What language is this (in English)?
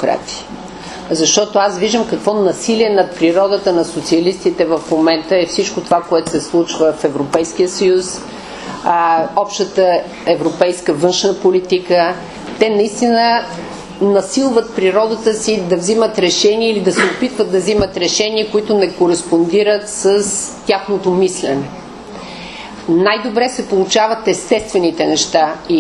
Bulgarian